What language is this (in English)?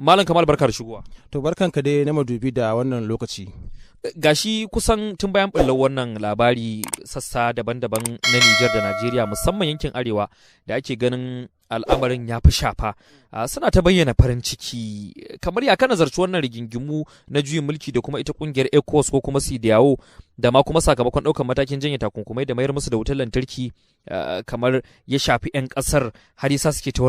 Hausa